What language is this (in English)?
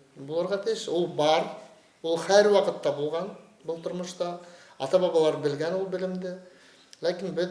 Bashkir